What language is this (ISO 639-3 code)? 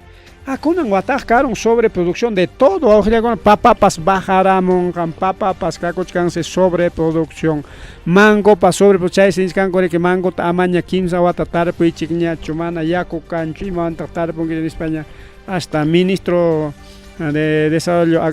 quy